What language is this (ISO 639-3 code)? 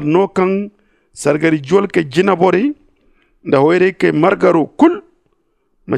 dje